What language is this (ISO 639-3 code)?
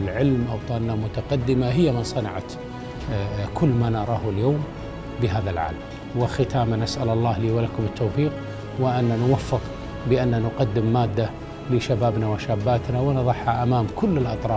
ara